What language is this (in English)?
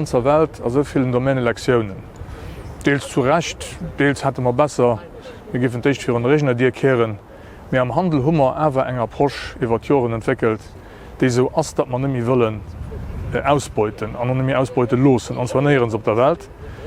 Luxembourgish